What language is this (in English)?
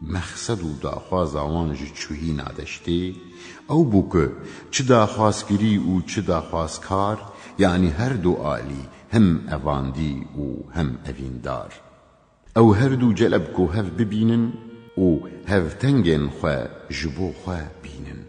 Kurdish